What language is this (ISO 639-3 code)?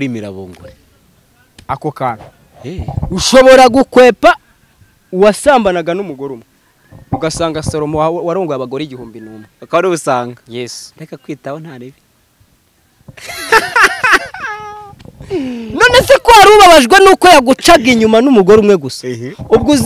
kin